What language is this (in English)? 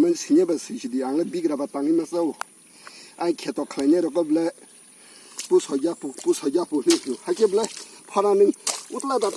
Kok Borok